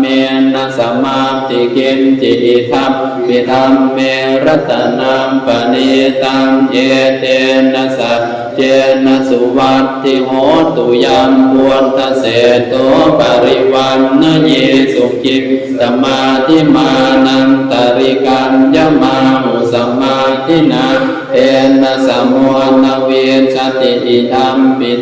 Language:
Pali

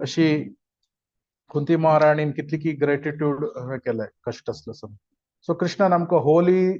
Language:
Konkani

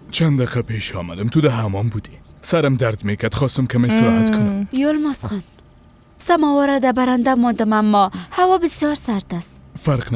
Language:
Persian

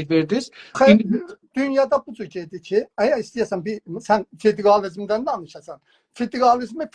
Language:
South Azerbaijani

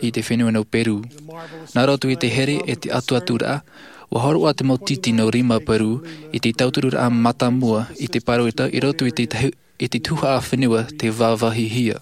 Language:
Tahitian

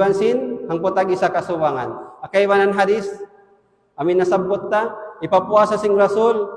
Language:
Tausug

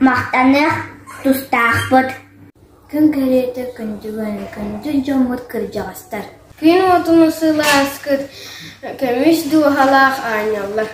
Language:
Yakut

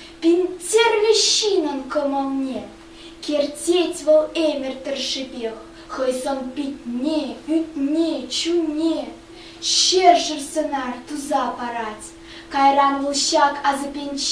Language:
Chuvash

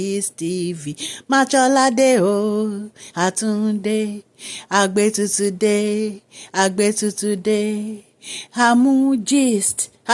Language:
Yoruba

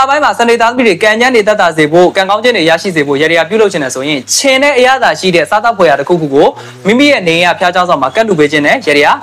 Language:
Burmese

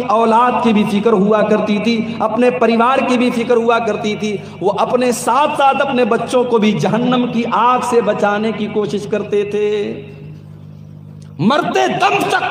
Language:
Urdu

